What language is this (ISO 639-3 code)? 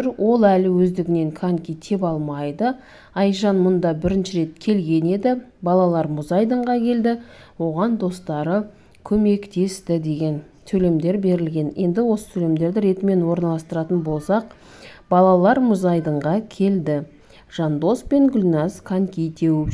kaz